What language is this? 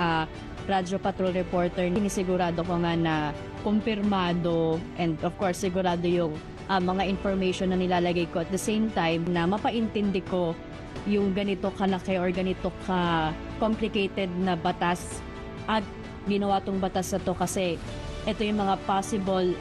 Filipino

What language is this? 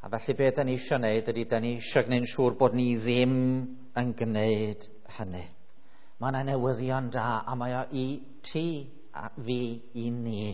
Welsh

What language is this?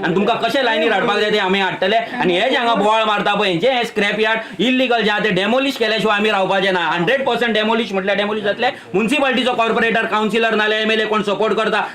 Konkani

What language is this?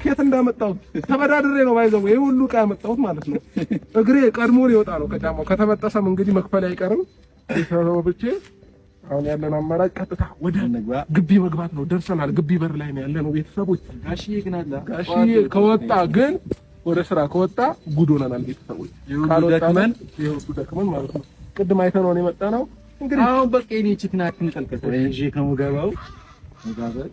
Amharic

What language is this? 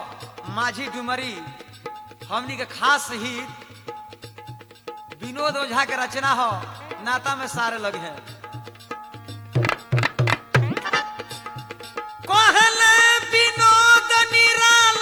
Bhojpuri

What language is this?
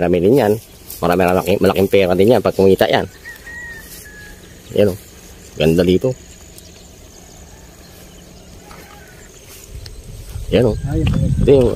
Filipino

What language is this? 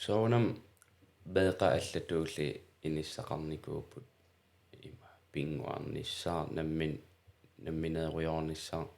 Kalaallisut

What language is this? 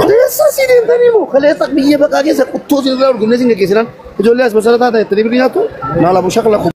Oromo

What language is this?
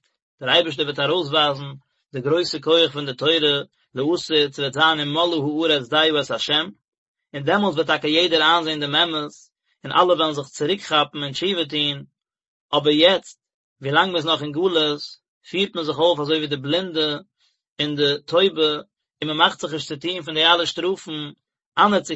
Yiddish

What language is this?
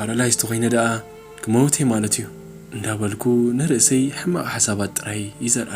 Tigrinya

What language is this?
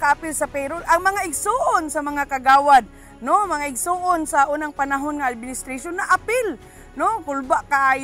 Cebuano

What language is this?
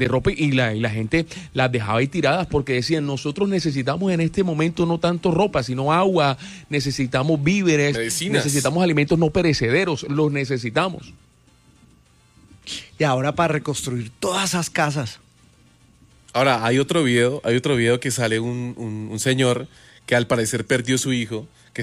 Spanish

